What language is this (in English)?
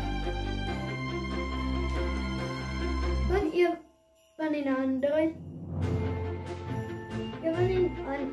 Afrikaans